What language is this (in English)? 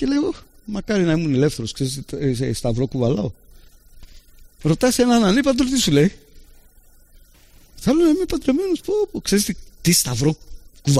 Greek